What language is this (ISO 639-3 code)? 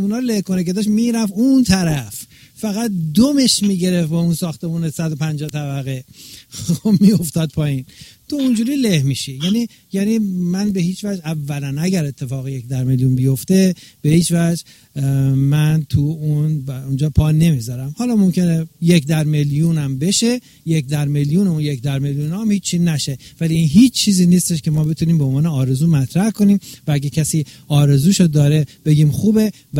fas